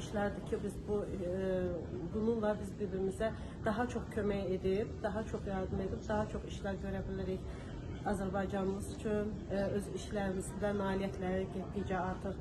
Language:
Azerbaijani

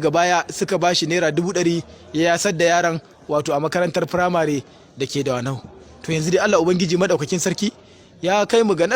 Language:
Hausa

